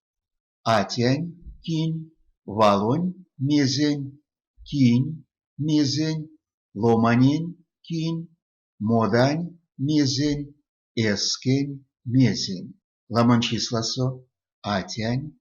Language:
Erzya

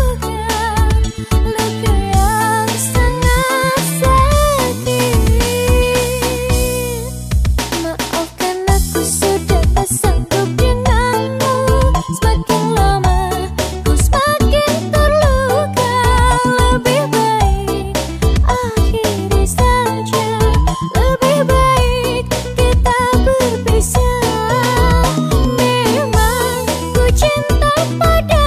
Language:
Indonesian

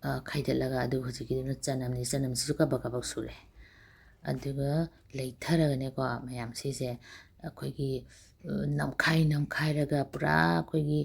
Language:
Manipuri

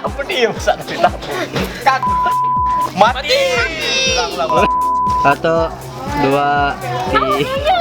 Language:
Musi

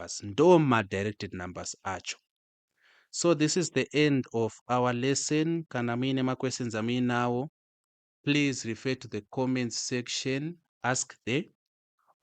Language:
Shona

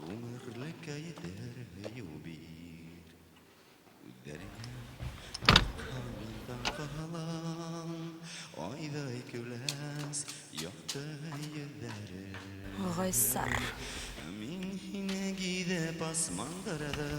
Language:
Bashkir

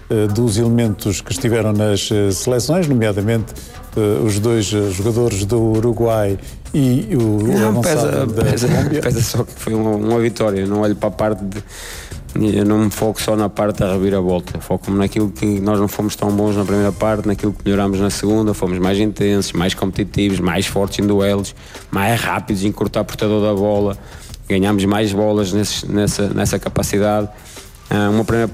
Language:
Portuguese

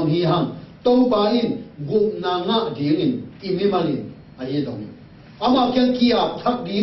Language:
Tedim Chin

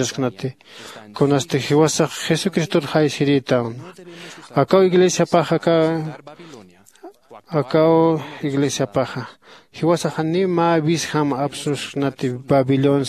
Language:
Aymara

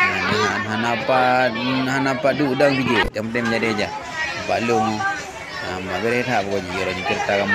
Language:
Achinese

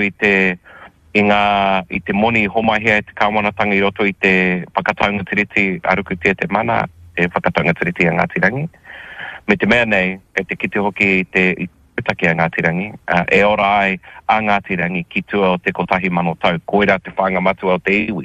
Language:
Māori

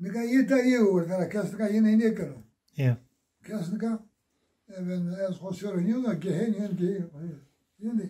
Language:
Zaza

